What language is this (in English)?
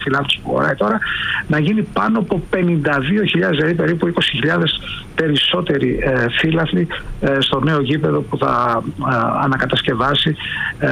Greek